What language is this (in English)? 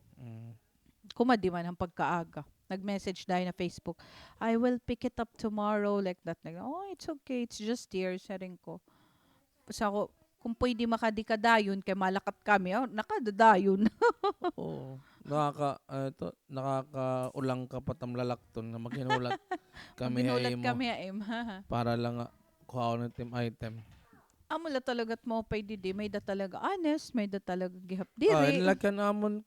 Waray